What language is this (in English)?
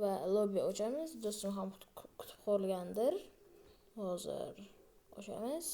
Uzbek